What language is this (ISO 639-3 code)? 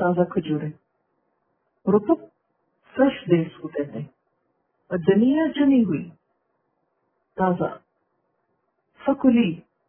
urd